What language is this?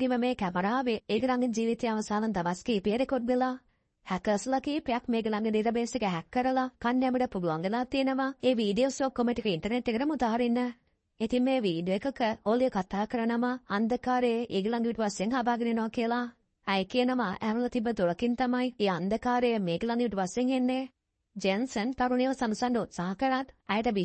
Sinhala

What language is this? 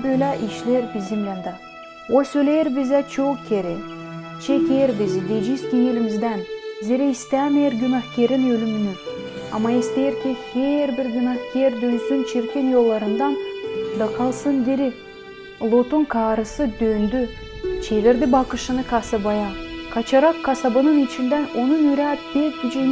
Gagauz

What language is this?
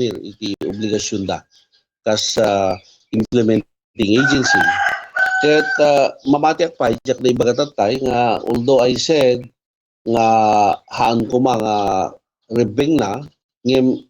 Iloko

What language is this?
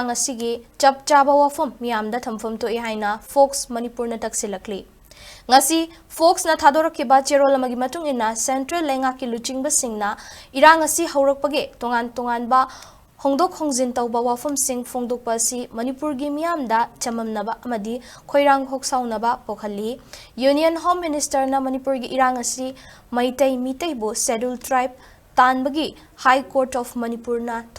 Manipuri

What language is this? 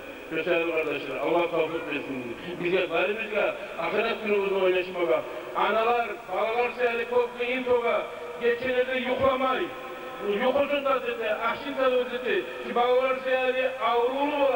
Kumyk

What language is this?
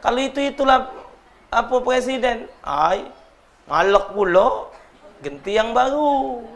Musi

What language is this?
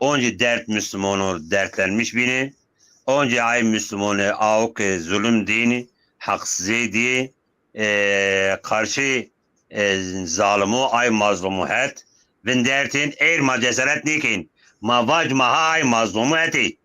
Zaza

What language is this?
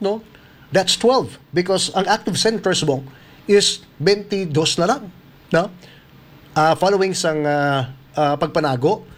Hiligaynon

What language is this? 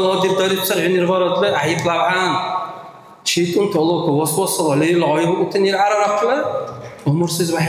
Dargwa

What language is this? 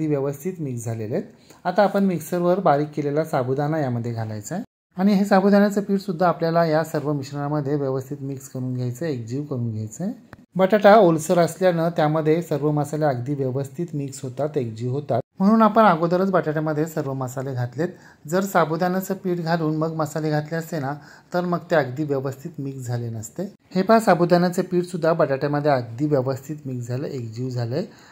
Marathi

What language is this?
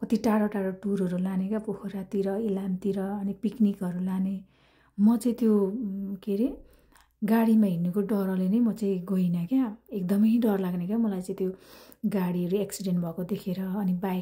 Nepali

